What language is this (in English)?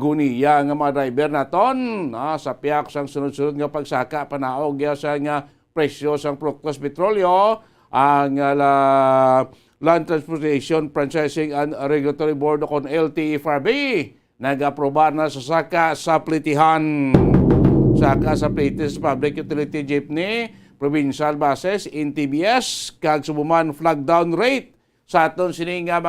Hiligaynon